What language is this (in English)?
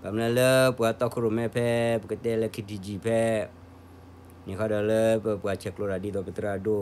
S'gaw Karen